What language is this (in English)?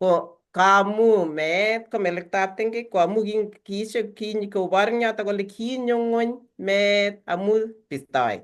Kalenjin